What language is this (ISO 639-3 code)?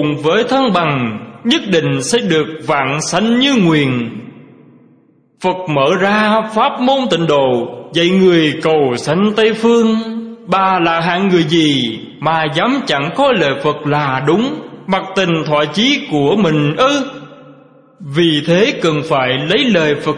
vie